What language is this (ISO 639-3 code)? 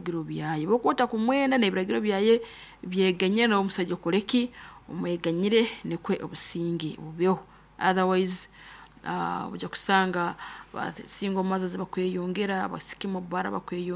nyo